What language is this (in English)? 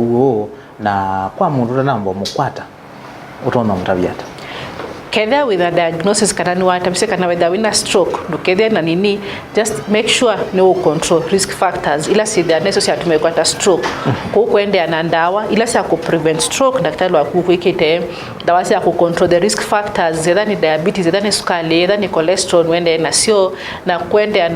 Kamba